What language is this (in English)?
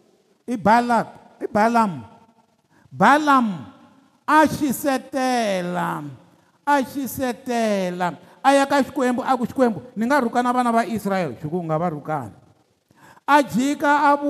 Tsonga